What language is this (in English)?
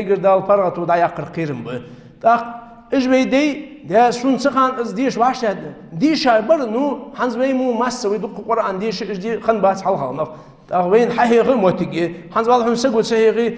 Ingush